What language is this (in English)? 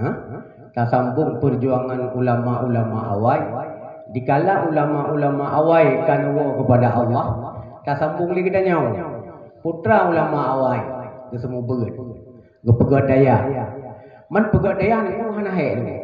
Achinese